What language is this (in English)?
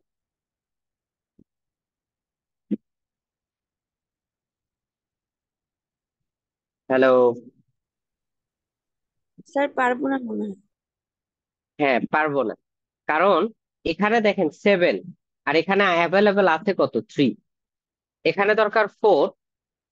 Bangla